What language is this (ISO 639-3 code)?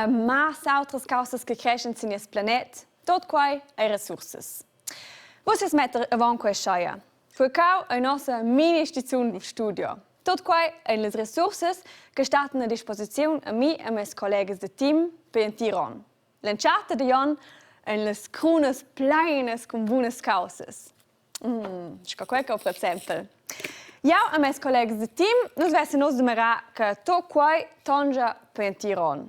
roh